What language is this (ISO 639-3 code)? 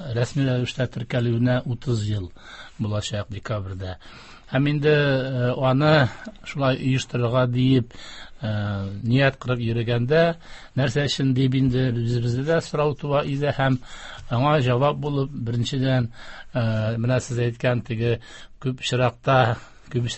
tat